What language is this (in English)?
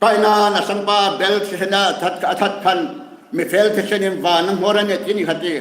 Hmar